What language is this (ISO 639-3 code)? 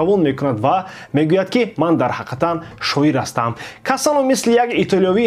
tgk